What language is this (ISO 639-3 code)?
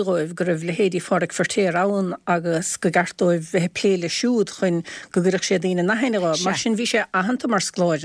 gle